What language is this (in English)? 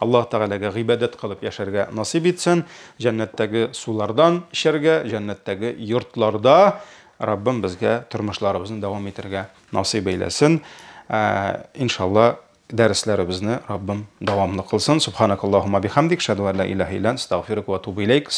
Tatar